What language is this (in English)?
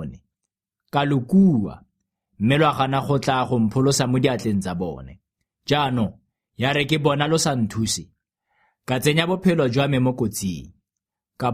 Tswana